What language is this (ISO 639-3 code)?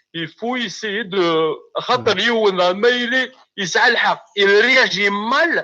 kab